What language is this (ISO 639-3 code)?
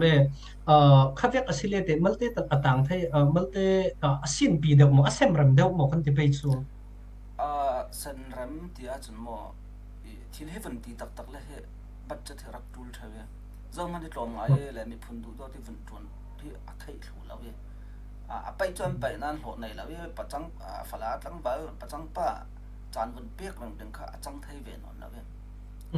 cfm